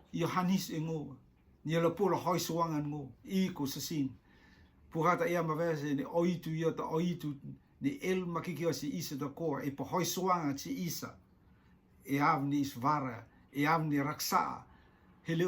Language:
Rotuman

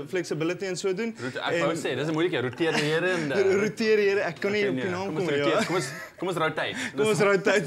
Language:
Afrikaans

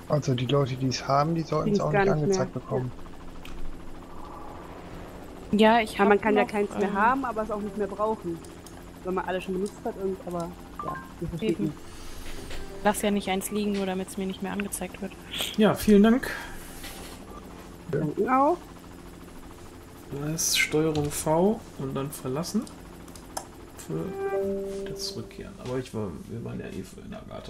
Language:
German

